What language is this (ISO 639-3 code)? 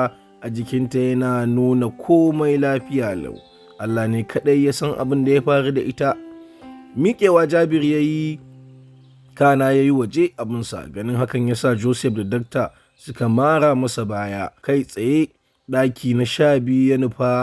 hau